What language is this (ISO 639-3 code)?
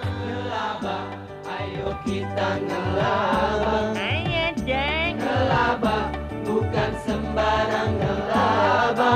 bew